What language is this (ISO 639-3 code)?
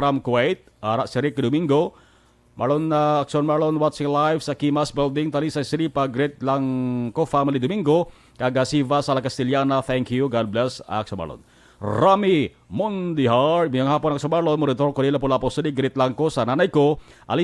hil